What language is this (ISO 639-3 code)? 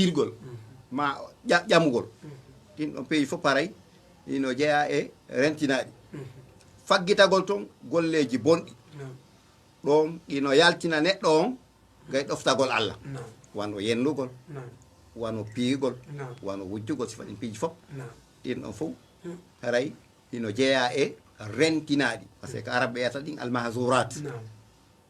ful